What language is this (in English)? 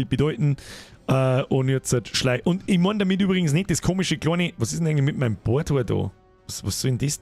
Bavarian